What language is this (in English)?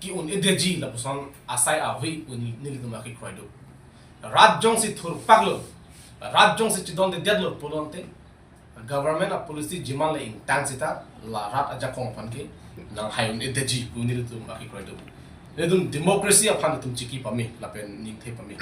Karbi